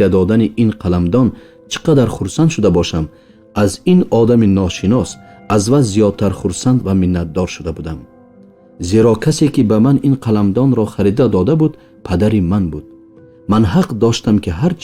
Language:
Tajik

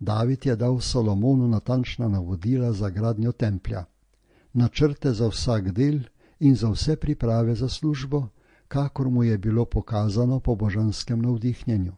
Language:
Slovenian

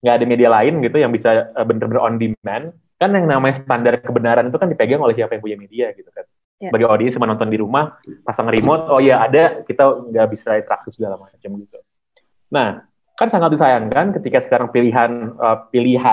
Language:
Indonesian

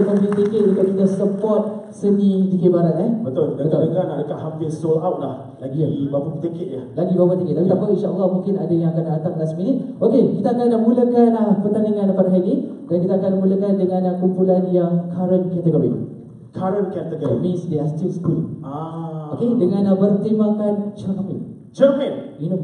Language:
Malay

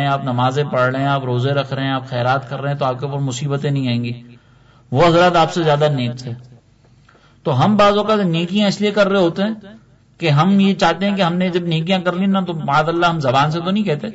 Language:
Urdu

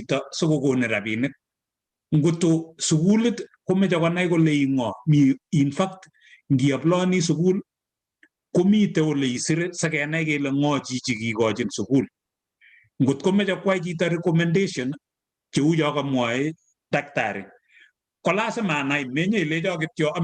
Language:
Kalenjin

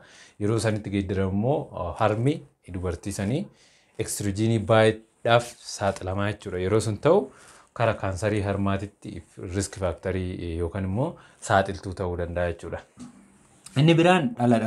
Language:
Oromo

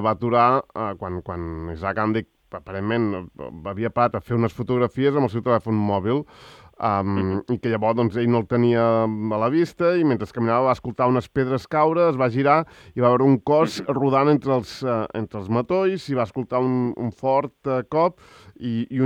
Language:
Catalan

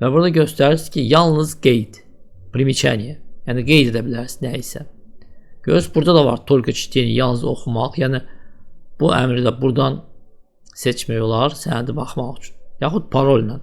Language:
Azerbaijani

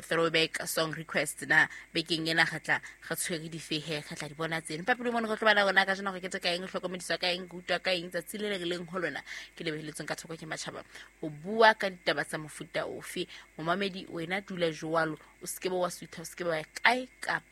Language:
Southern Sotho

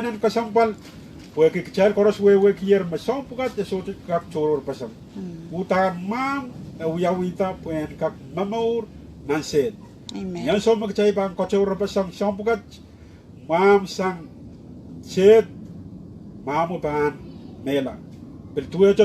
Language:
Pohnpeian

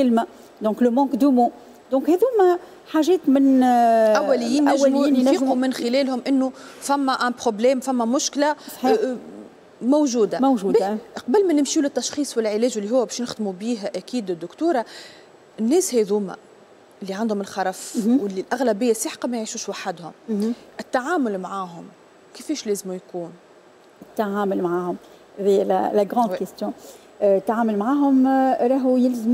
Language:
Tunisian Arabic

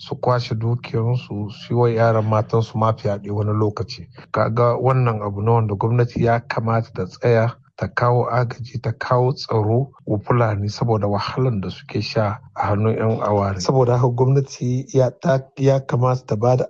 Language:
Hausa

